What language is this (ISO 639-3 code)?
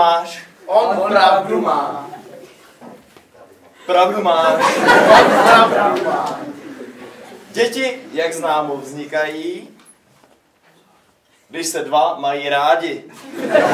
ces